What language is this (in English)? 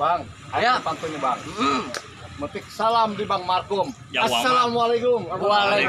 Betawi